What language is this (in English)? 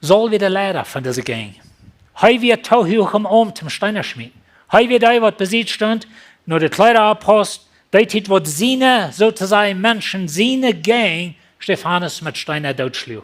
Plautdietsch